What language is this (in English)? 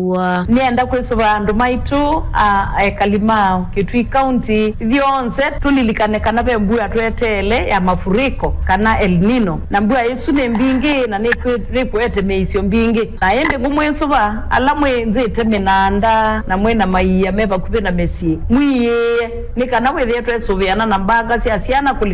Kamba